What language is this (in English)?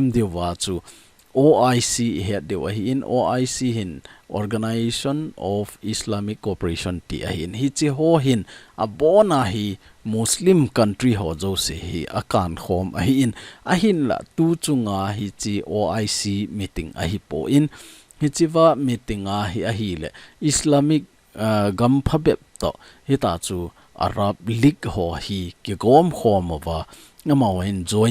Thado Chin